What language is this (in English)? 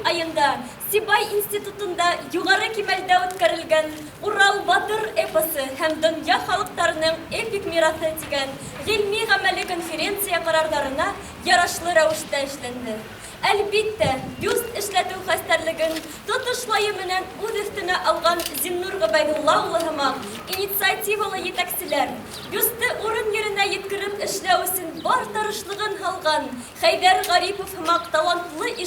Bashkir